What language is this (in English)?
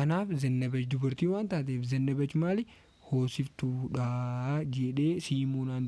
Oromo